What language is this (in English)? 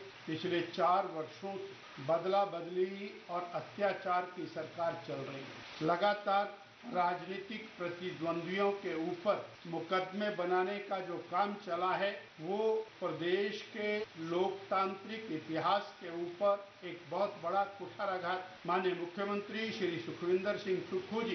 Hindi